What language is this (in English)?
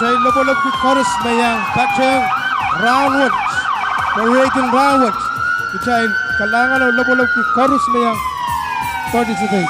Pohnpeian